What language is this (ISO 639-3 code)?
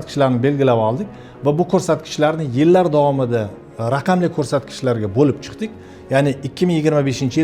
uzb